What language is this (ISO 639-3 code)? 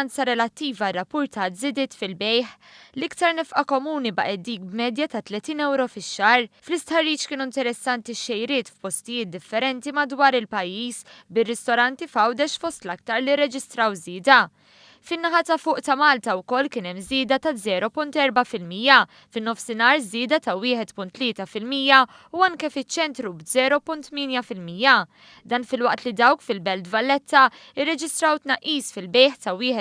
mlt